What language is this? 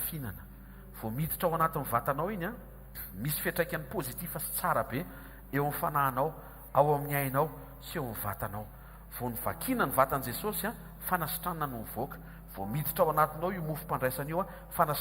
Malagasy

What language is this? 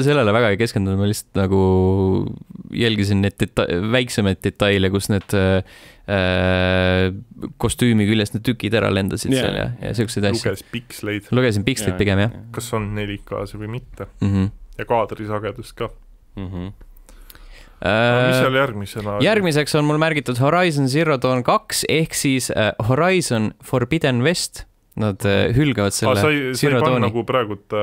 Estonian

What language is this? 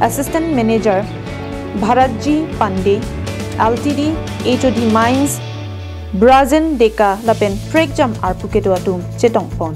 Karbi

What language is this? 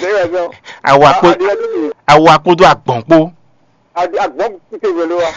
Fon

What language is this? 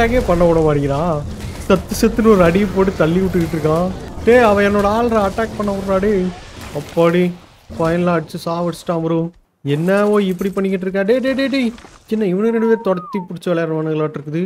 Tamil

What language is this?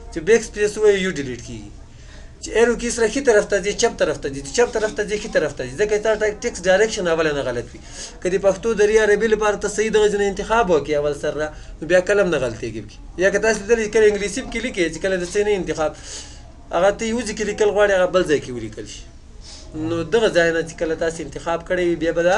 Pashto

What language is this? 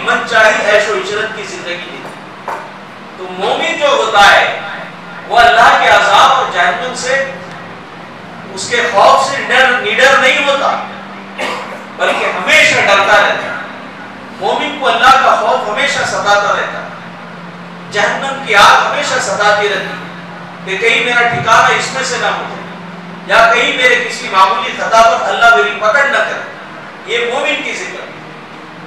Urdu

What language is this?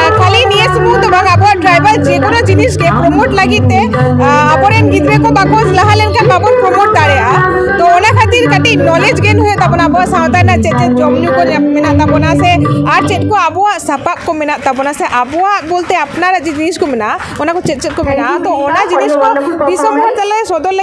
Santali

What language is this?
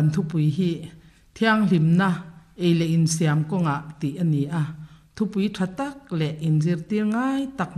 Mizo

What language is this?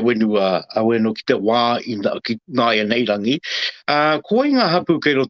Māori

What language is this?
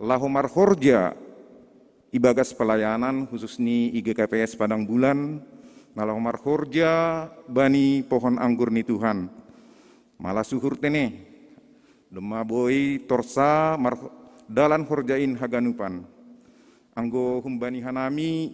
Batak Simalungun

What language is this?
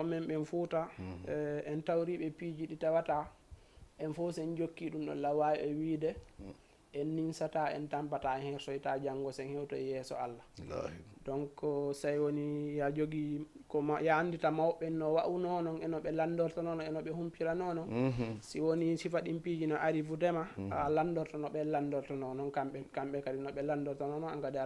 Fula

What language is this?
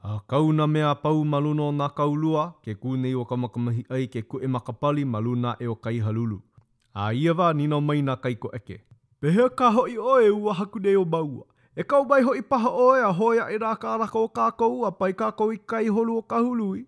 Hawaiian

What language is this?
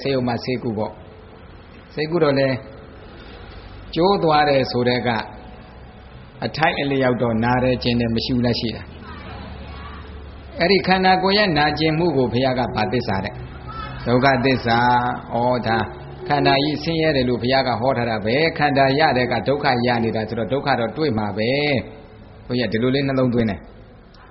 Burmese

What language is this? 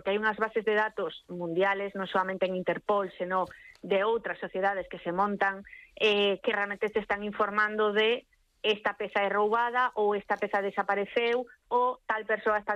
Galician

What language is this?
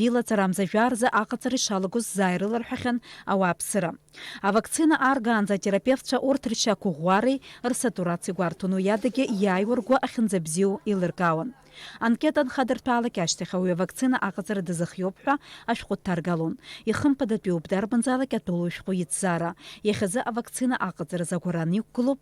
Abkhazian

